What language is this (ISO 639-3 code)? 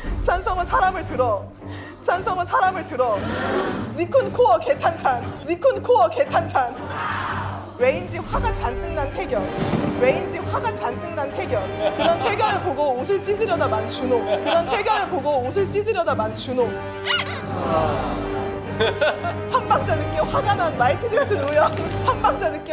kor